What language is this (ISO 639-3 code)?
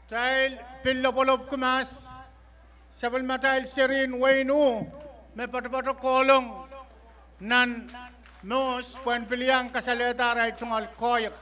pon